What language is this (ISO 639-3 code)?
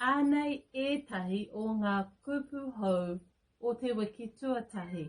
mri